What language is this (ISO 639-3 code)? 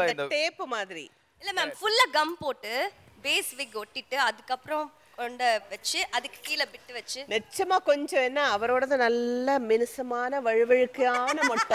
tam